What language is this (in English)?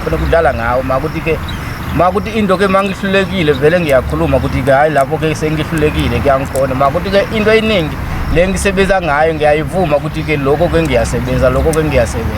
Zulu